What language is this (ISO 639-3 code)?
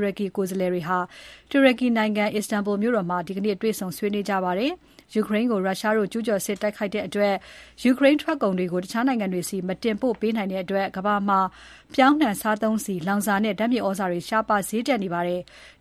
mya